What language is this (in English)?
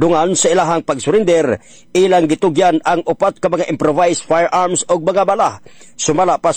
Cebuano